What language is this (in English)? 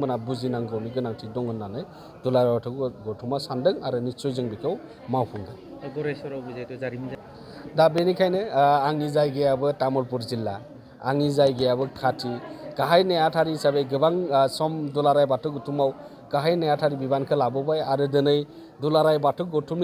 Bodo